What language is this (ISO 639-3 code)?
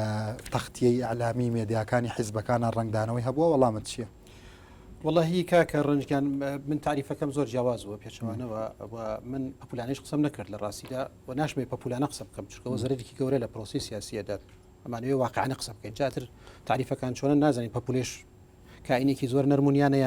ckb